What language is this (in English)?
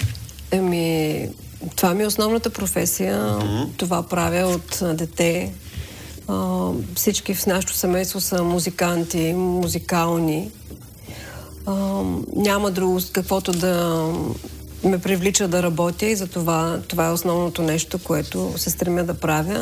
Bulgarian